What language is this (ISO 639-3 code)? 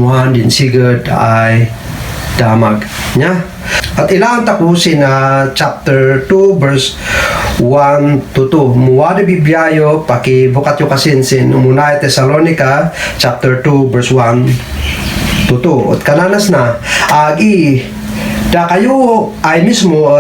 kne